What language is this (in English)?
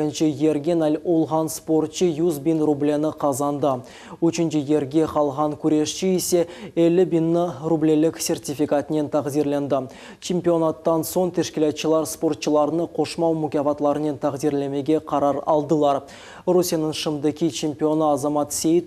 Crimean Tatar